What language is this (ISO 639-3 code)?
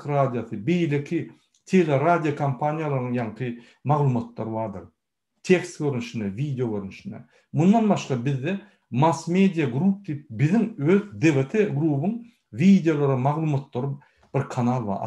tuk